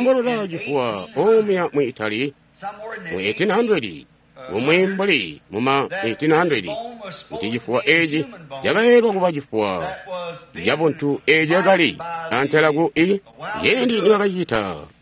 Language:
Tonga (Zambia)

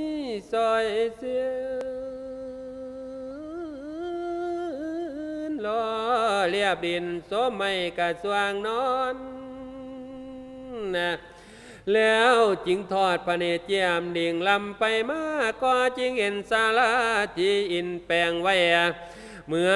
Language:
Thai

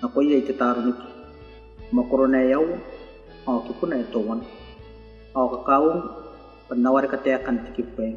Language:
Gilbertese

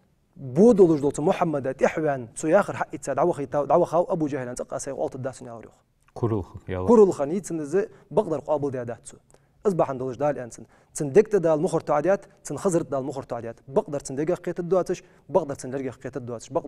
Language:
Ingush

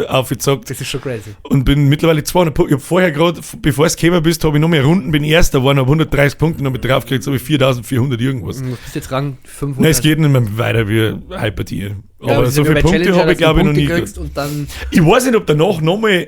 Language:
Bavarian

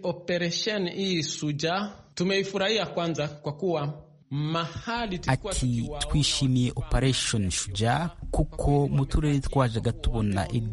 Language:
Kinyarwanda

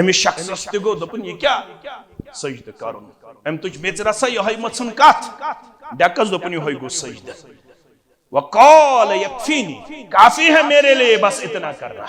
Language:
Kashmiri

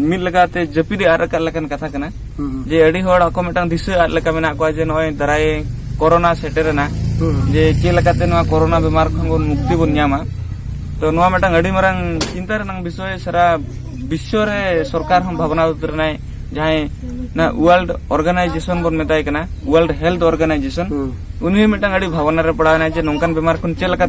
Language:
Santali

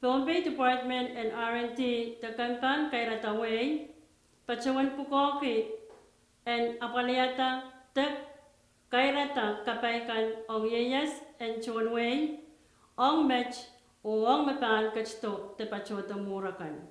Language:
Pohnpeian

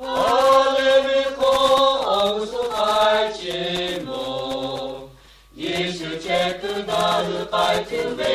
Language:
Lahu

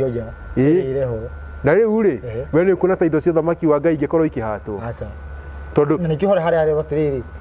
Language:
Kikuyu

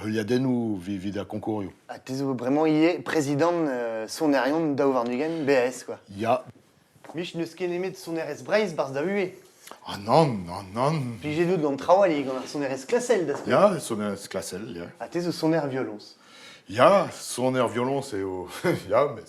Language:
Breton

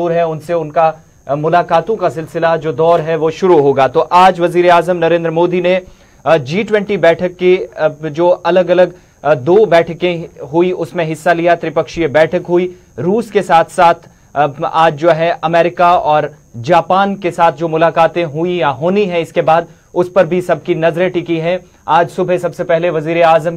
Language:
Hindi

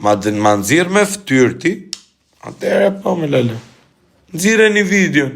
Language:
Albanian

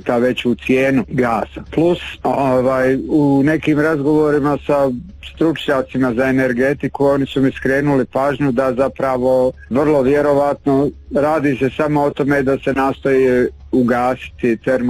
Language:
Bosnian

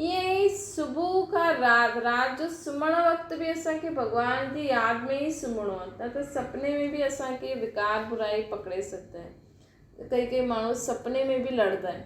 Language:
Sindhi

